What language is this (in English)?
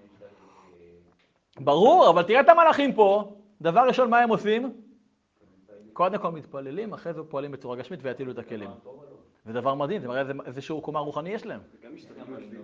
Hebrew